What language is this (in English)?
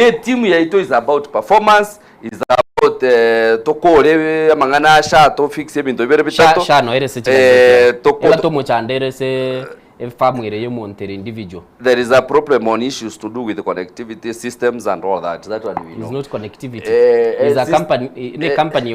Gusii